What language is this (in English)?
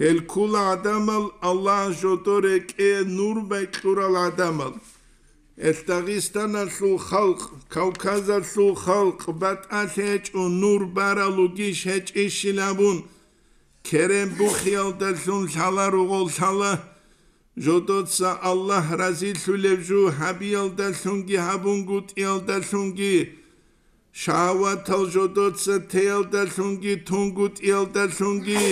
Avaric